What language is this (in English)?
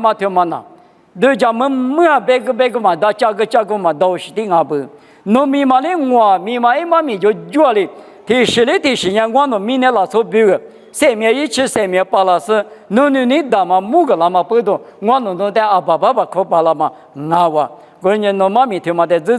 Lisu